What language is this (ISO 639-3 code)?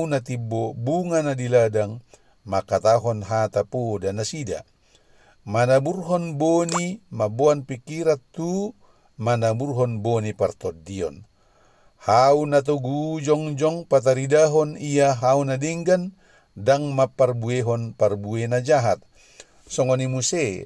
bbc